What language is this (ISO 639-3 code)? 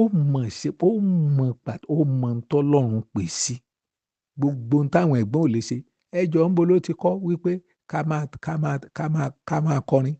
yor